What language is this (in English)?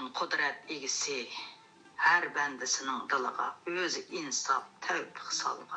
Uyghur